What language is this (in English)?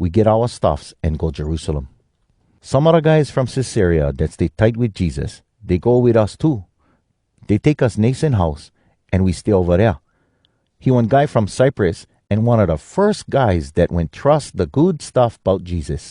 Hawai'i Creole English